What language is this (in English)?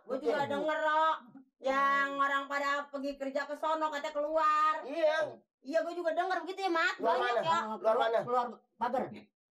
Betawi